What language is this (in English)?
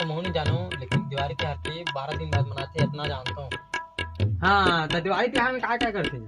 Chhattisgarhi